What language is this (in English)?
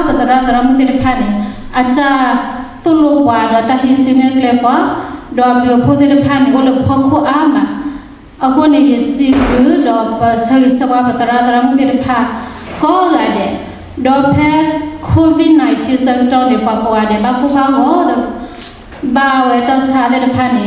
S'gaw Karen